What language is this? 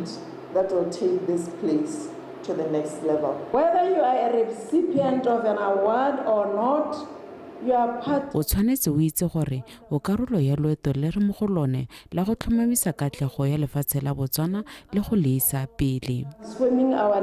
Tswana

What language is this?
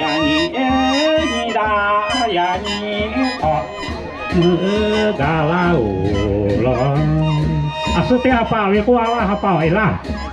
Lahu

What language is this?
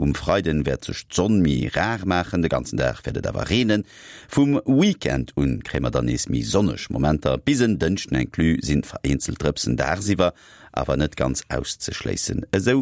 Luxembourgish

